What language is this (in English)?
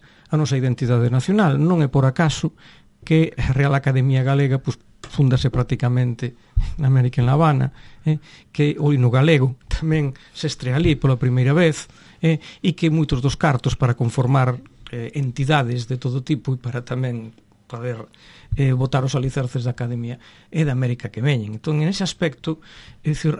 Galician